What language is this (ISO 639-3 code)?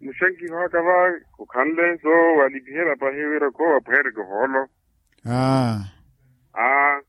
vmw